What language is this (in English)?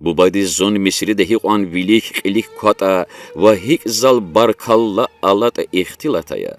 Lezghian